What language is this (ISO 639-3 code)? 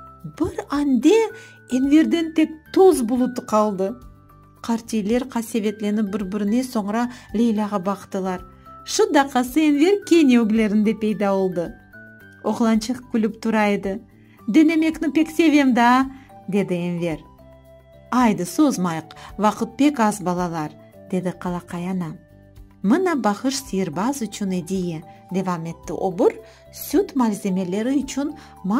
crh